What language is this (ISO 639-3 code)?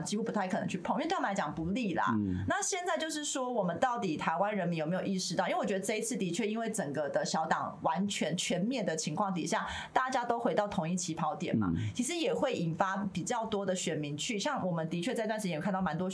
zho